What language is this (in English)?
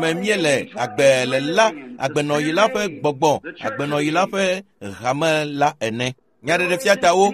Ewe